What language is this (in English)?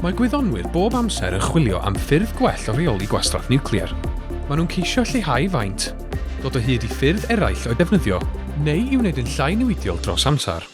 Welsh